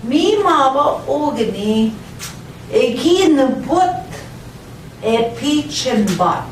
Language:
Central Ojibwa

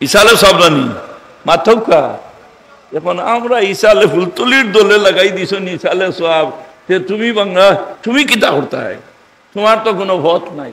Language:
Sylheti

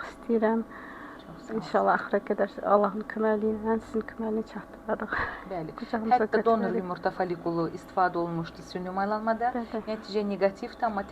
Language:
Azerbaijani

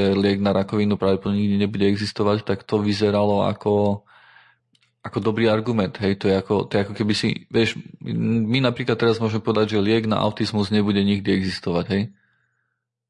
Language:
Slovak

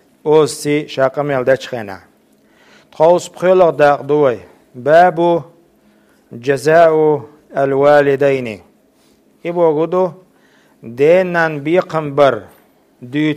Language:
Chechen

